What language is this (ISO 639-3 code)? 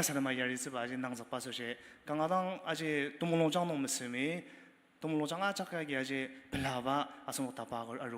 njo